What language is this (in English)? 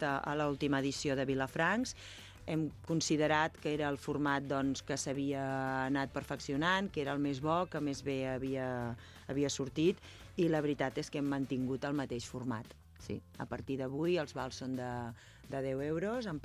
Catalan